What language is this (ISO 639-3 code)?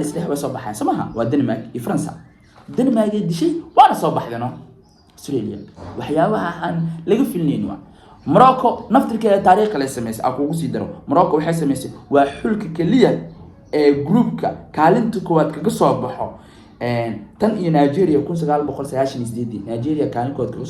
som